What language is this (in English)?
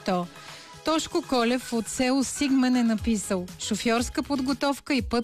Bulgarian